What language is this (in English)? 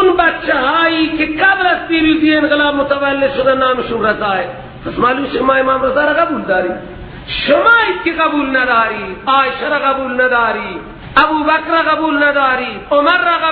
Persian